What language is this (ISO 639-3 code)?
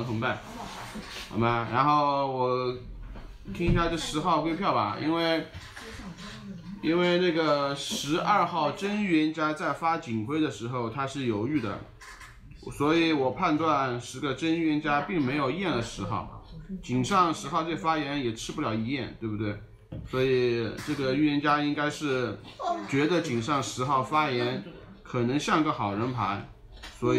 zho